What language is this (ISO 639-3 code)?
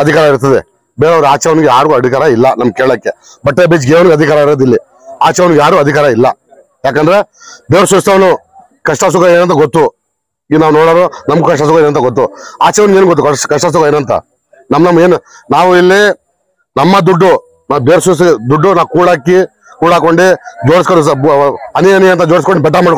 kan